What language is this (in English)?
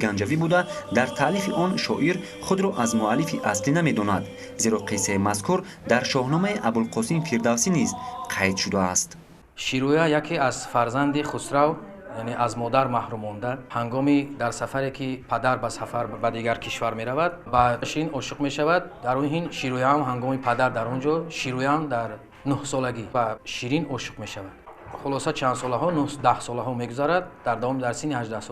Tajik